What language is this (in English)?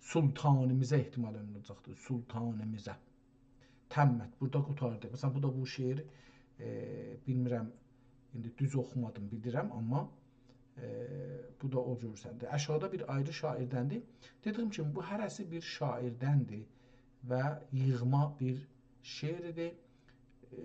South Azerbaijani